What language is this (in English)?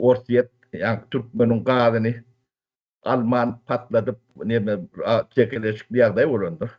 Turkmen